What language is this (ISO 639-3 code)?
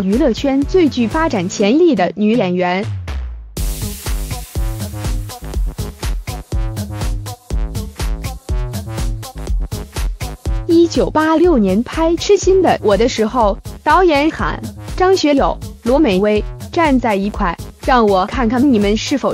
zho